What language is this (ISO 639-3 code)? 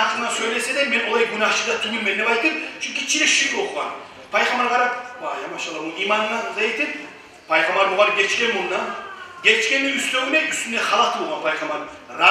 kum